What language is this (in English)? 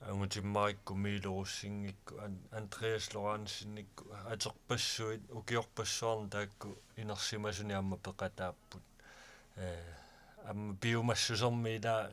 Kalaallisut